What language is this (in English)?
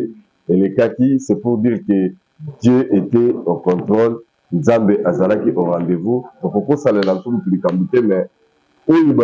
Lingala